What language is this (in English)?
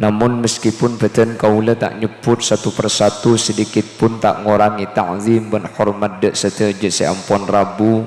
Madurese